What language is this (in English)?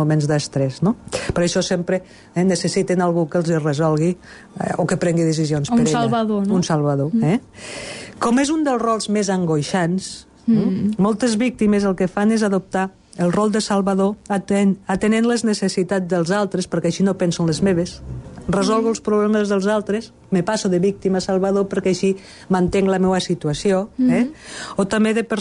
Catalan